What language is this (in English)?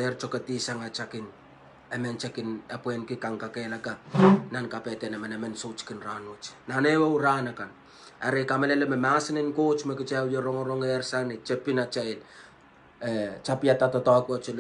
Pohnpeian